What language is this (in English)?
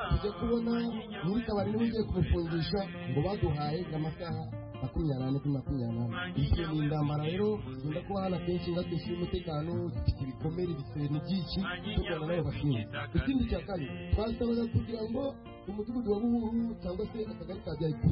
Kinyarwanda